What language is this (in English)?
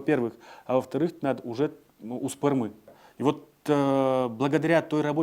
Udmurt